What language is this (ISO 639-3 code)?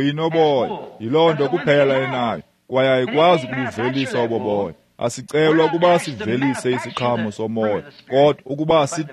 xho